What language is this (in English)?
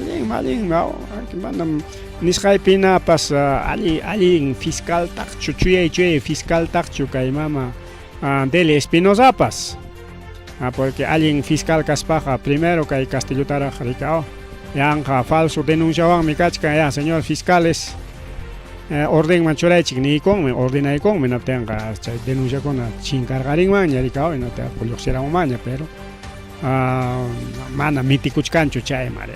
Ayacucho Quechua